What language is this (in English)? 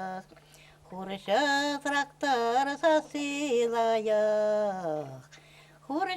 Chuvash